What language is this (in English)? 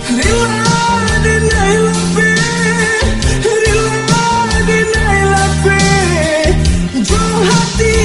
Minangkabau